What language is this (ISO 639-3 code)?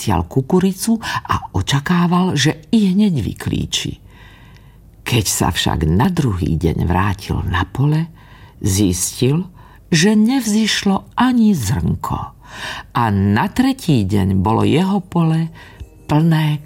slk